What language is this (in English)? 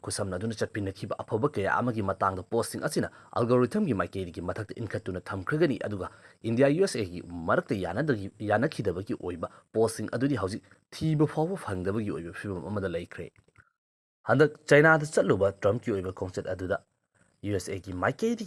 Manipuri